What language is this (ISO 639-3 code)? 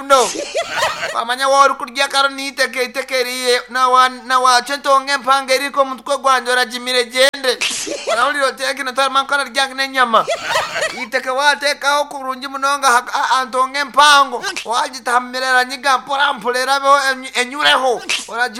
nyn